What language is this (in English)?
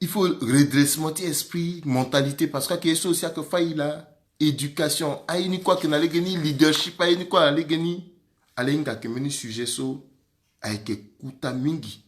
Sango